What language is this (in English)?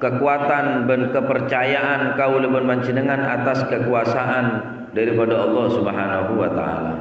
Madurese